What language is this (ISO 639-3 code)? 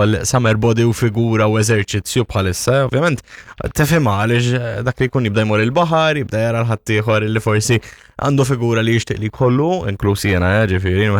mlt